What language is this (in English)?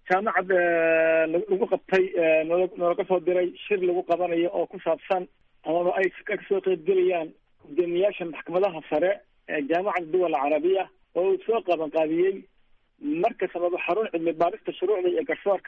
Somali